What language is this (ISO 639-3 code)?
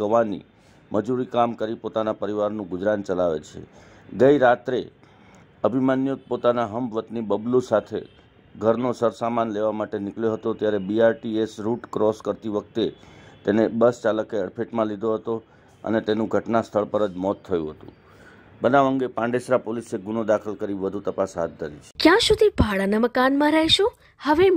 guj